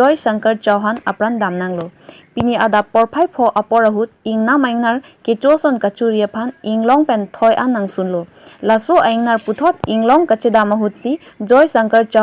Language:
Karbi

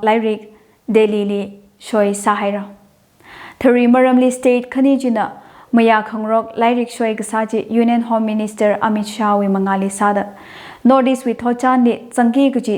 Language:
Tangkhul Naga (India)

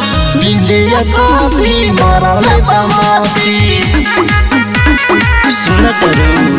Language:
Bhojpuri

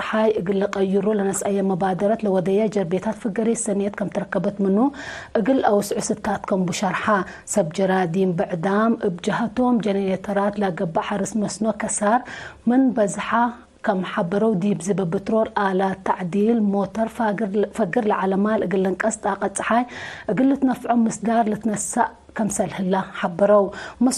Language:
Tigre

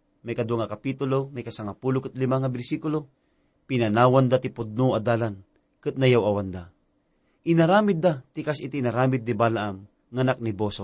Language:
Iloko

